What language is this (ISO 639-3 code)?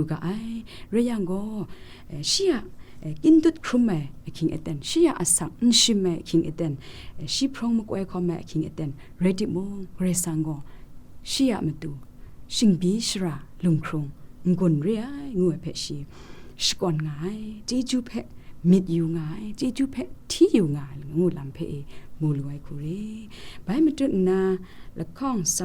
kac